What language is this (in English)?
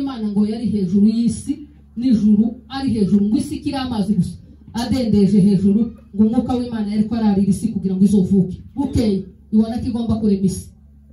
Kinyarwanda